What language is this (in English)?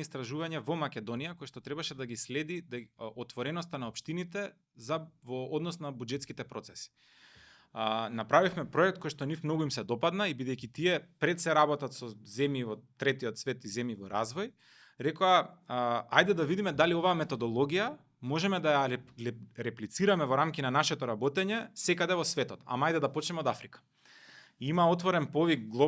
Macedonian